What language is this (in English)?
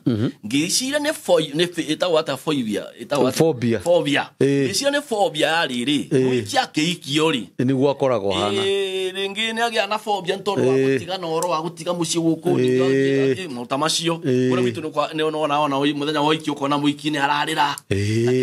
Kikuyu